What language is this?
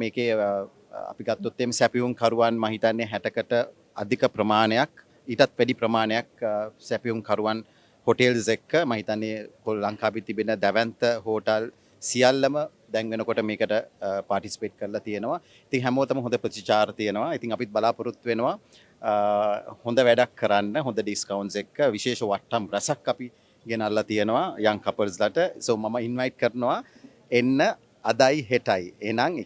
Sinhala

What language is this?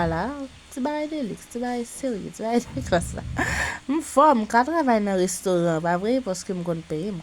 Haitian Creole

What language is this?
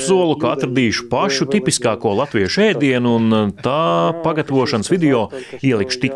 Latvian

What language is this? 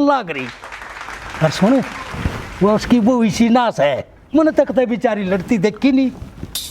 Haryanvi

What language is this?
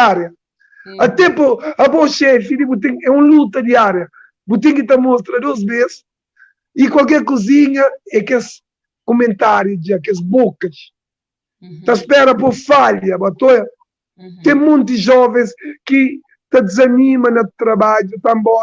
Kabuverdianu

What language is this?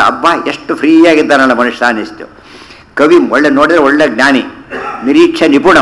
Kannada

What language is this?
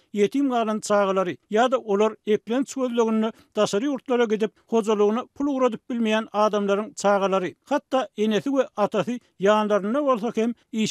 Turkmen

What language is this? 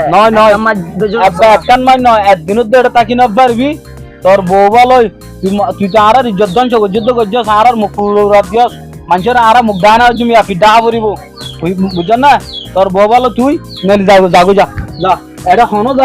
Rohingya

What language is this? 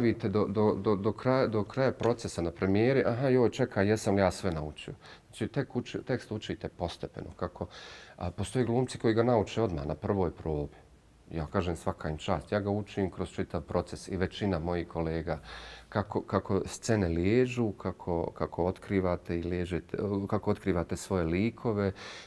Bosnian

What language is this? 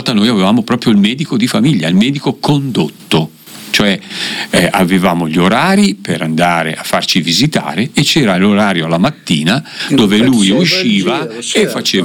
Italian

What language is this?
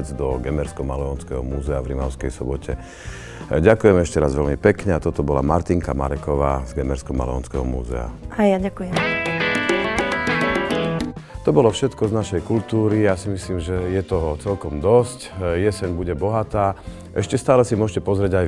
Slovak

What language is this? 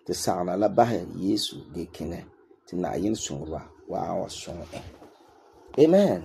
Frafra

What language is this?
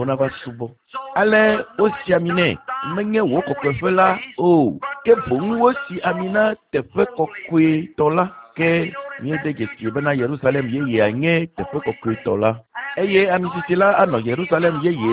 Ewe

